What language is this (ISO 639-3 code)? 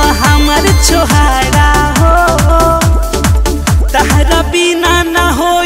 bho